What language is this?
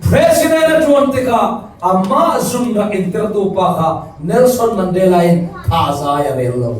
Falam Chin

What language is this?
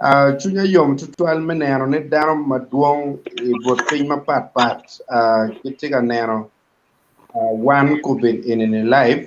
Acoli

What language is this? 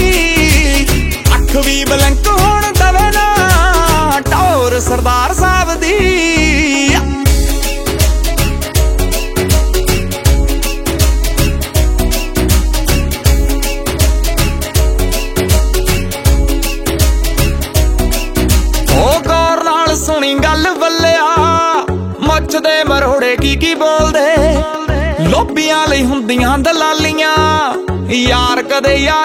Punjabi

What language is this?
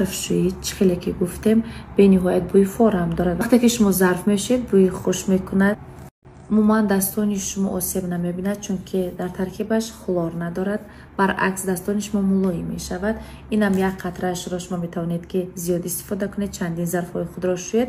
Tajik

